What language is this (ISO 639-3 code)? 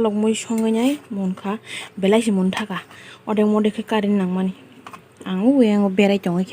trp